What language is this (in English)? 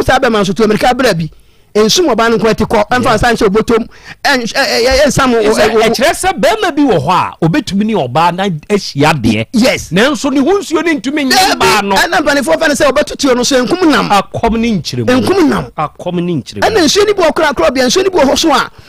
Akan